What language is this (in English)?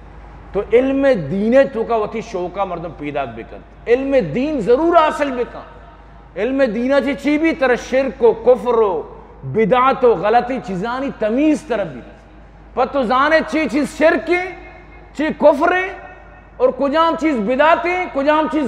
Eastern Balochi